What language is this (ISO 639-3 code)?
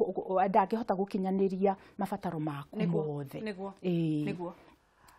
kik